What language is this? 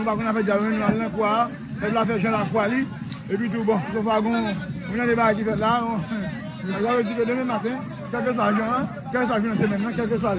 Haitian Creole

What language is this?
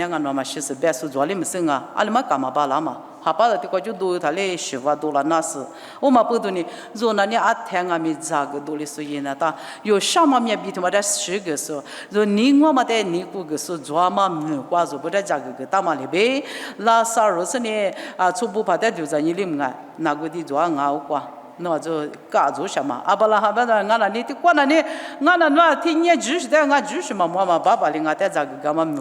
Lisu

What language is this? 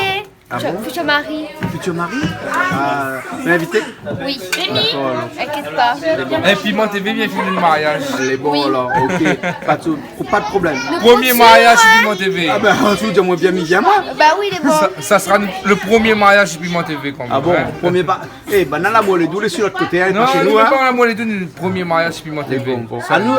Réunion Creole French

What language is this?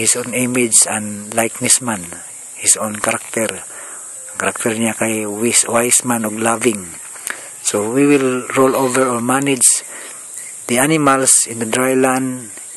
Cebuano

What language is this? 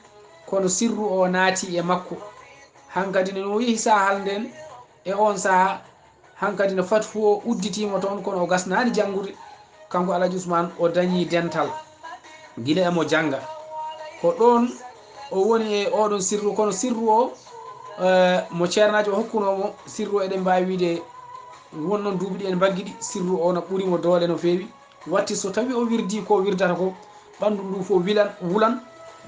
Fula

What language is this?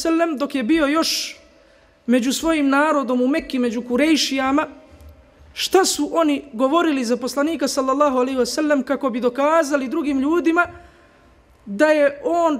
Bosnian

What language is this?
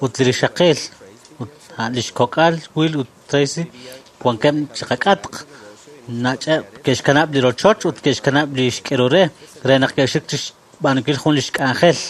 Kekchí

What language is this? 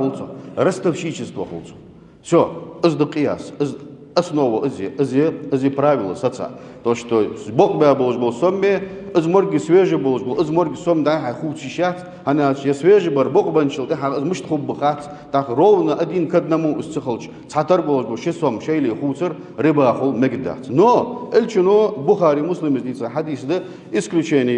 Ingush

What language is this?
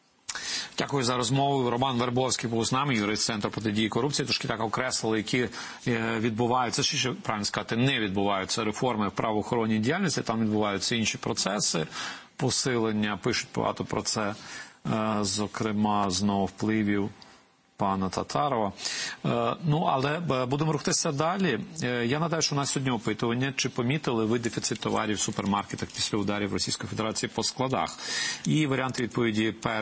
Ukrainian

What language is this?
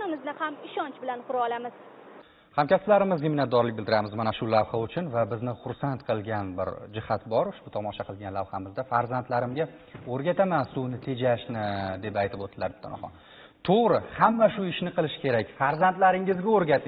Uzbek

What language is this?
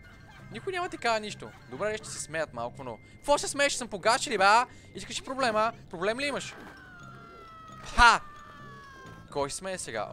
Bulgarian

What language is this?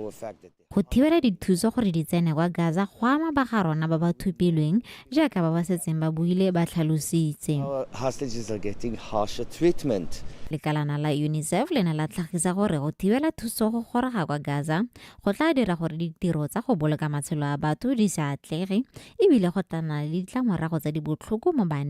Tswana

